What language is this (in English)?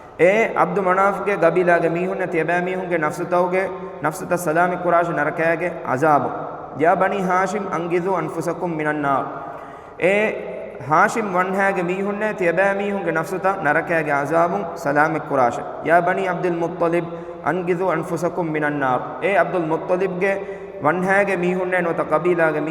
Divehi